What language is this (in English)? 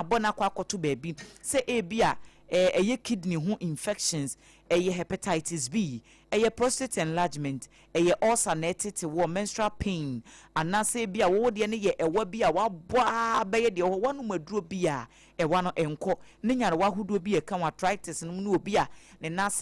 Akan